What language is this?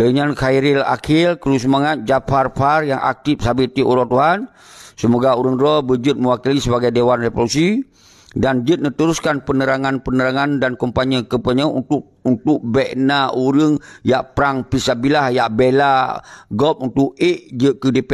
Achinese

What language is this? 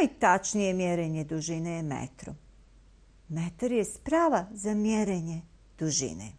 Bosnian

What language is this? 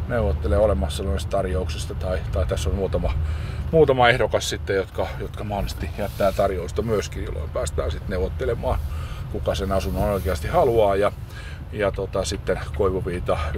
Finnish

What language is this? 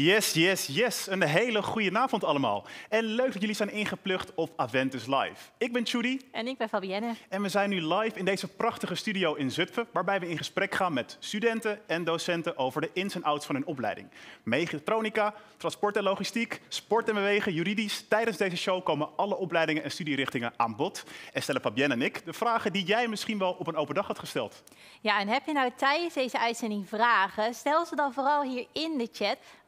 Dutch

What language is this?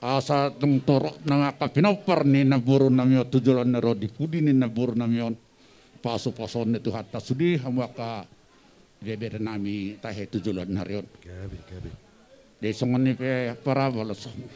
Batak Toba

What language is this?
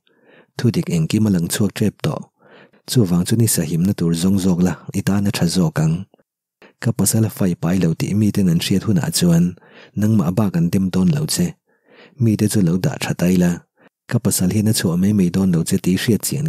Mizo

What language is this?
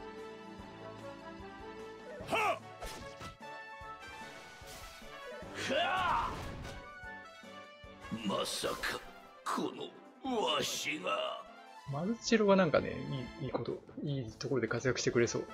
Japanese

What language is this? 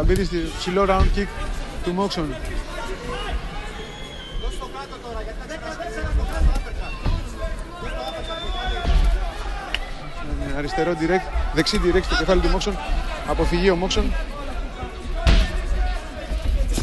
Greek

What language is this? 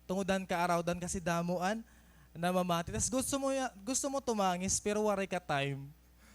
Waray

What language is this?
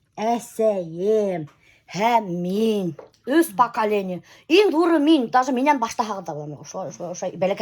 Bashkir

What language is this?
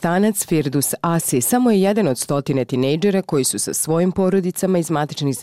Bosnian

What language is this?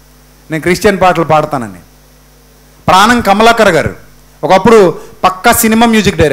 Telugu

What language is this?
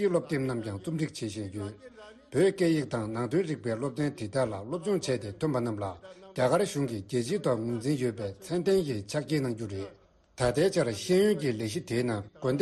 Tibetan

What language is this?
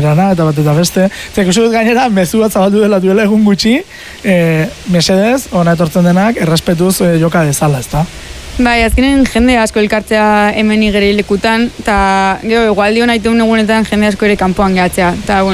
Basque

